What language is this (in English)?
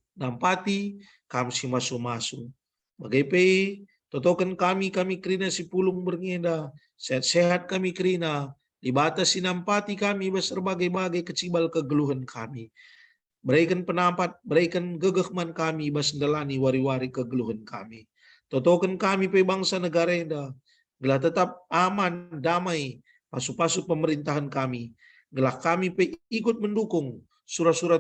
Batak Karo